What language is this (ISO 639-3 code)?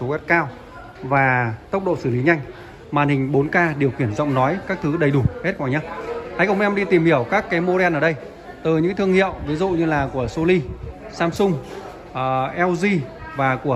vie